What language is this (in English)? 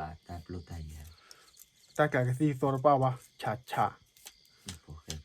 S'gaw Karen